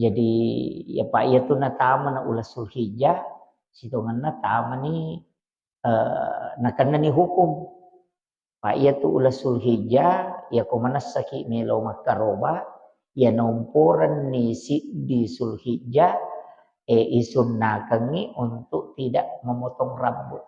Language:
Buginese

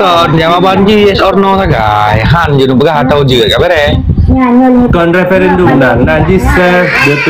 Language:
Achinese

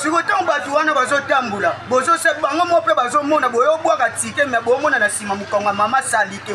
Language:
Lingala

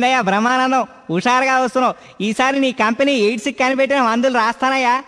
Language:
Telugu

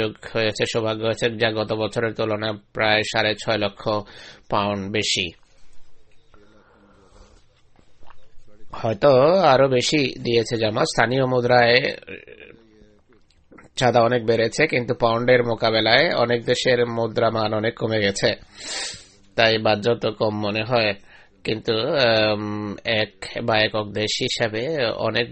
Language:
Bangla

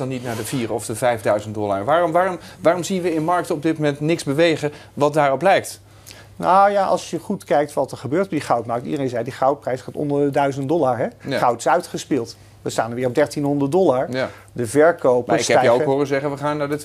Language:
Dutch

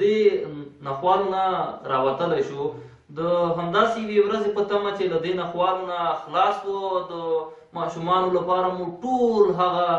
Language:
Pashto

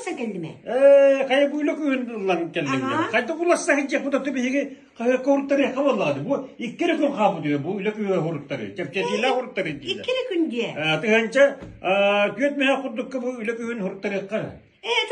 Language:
Yakut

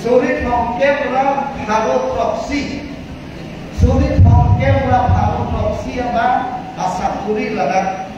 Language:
Karbi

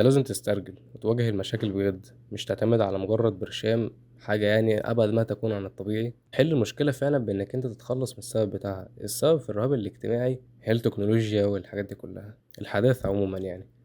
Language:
Egyptian Arabic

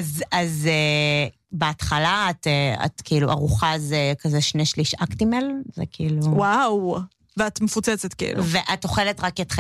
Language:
Hebrew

